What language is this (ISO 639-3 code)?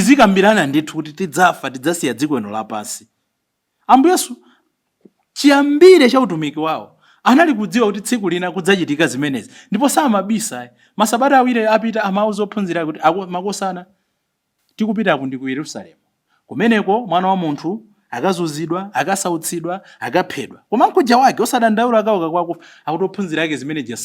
nya